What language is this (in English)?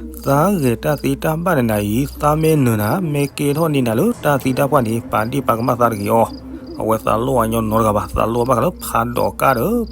S'gaw Karen